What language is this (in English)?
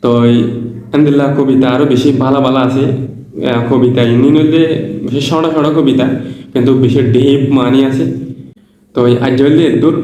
Rohingya